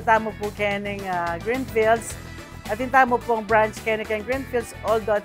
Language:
Pampanga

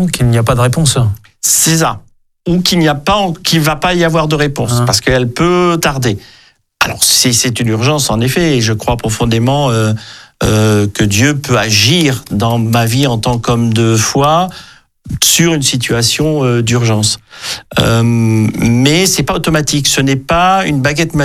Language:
French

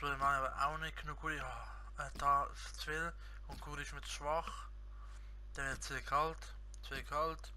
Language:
Swiss German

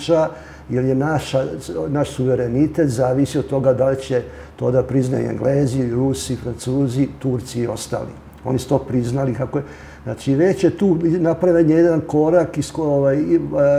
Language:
Serbian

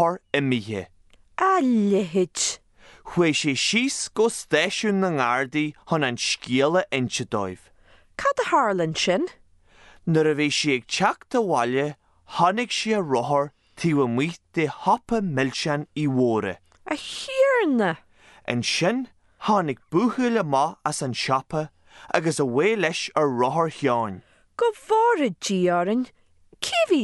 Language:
Irish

